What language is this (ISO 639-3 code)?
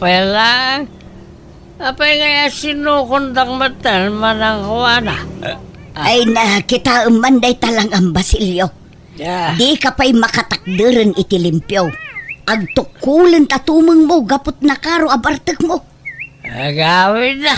ilo